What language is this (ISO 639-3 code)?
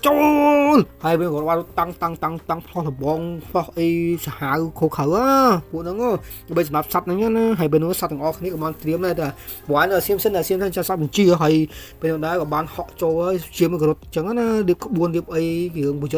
khm